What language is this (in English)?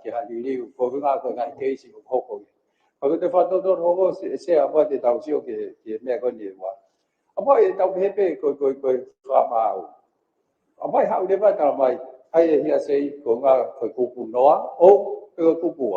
Tongan